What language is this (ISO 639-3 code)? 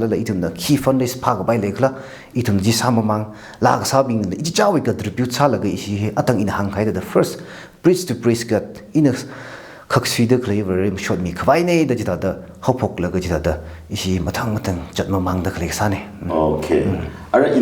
nmf